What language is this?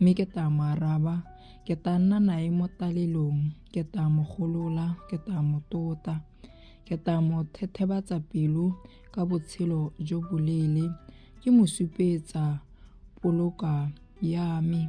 Tswana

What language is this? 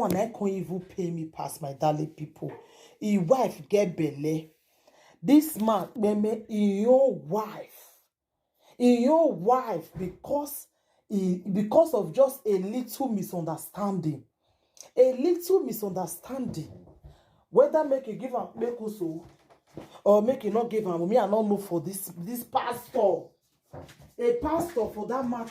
Nigerian Pidgin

